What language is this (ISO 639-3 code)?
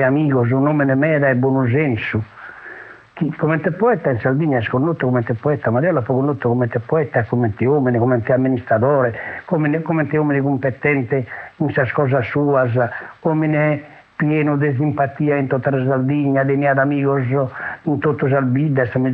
srd